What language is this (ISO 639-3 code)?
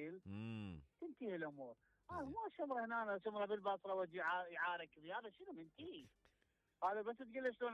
acm